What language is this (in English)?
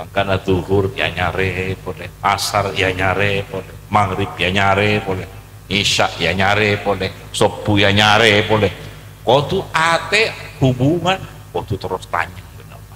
Madurese